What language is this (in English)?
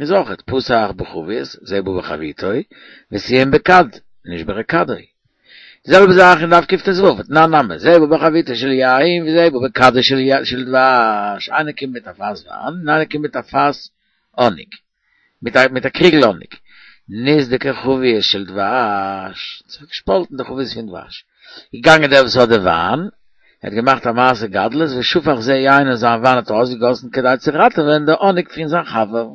Yiddish